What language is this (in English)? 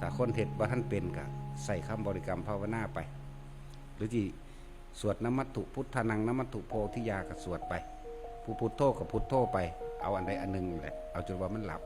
Northeastern Thai